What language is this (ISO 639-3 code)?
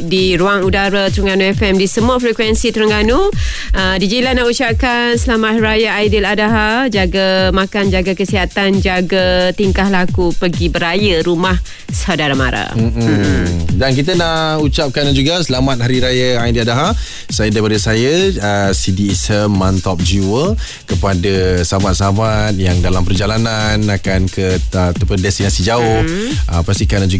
msa